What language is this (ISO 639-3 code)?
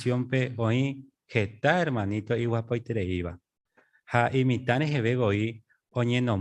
grn